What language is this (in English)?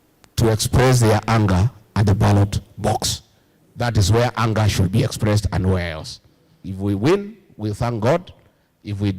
Kamba